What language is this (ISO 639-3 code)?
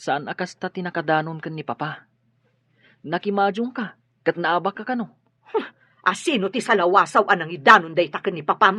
ilo